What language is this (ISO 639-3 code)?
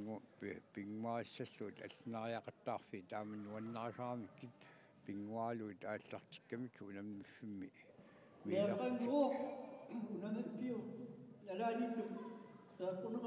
kal